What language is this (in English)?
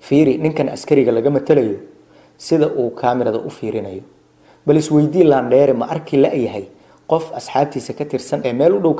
Somali